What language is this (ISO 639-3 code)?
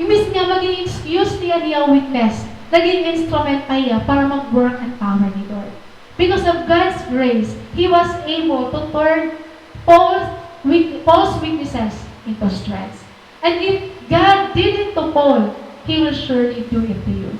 war